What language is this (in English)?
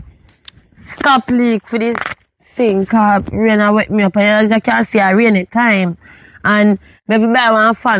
Jamaican Creole English